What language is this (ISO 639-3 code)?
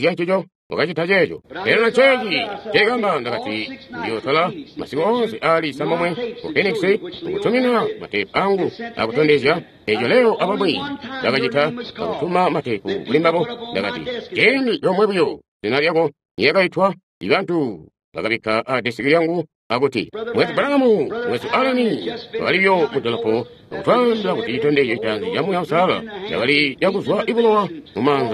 toi